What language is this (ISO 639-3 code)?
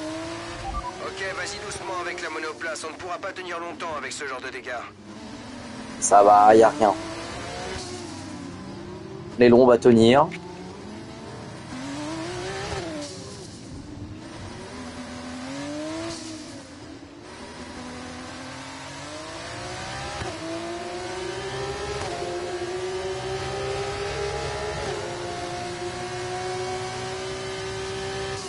fra